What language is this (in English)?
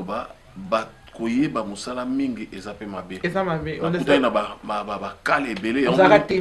Lingala